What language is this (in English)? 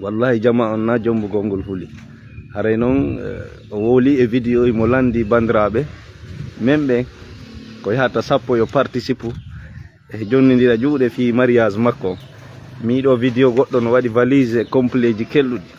Fula